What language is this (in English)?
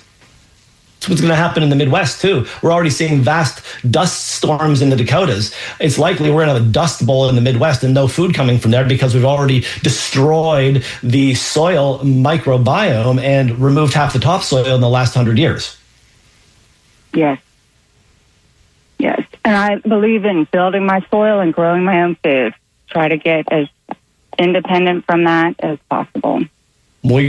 English